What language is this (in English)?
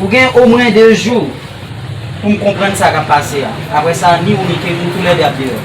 Haitian Creole